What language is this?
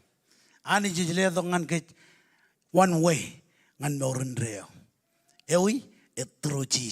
Marshallese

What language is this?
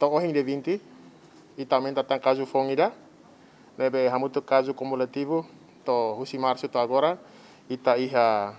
Tetum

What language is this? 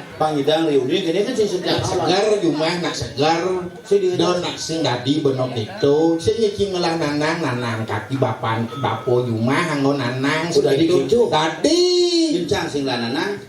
Balinese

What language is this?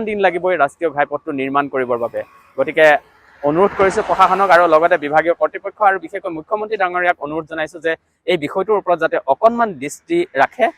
Assamese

